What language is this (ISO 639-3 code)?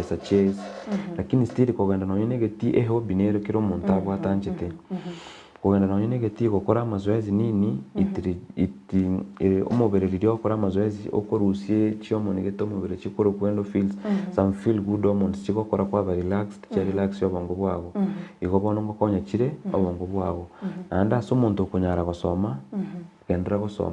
guz